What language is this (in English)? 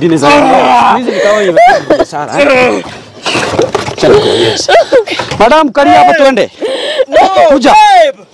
Swahili